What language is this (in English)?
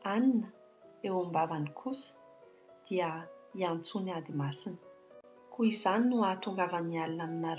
Malagasy